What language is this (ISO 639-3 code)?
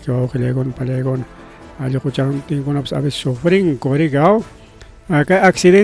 quy